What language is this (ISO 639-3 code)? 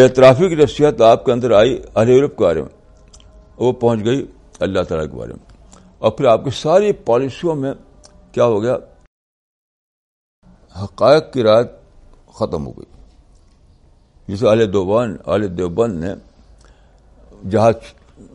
urd